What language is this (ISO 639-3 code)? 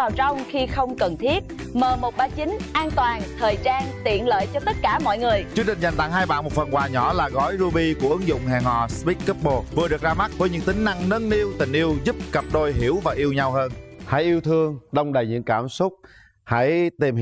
vie